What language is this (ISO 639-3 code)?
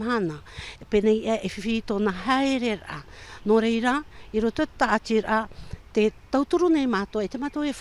tah